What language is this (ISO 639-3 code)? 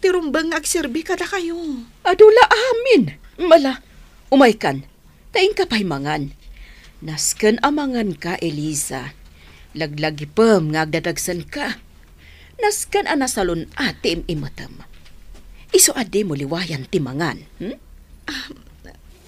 ilo